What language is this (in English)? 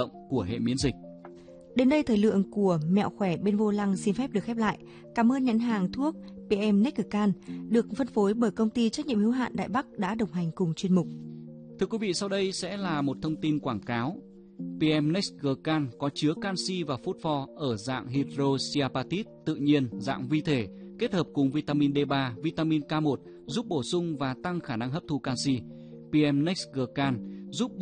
Vietnamese